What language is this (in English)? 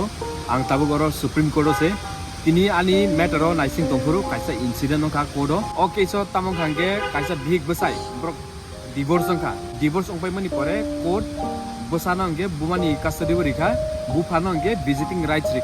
Kok Borok